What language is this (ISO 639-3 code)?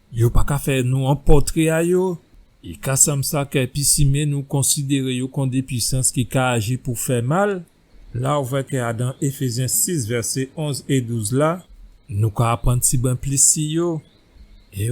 gcf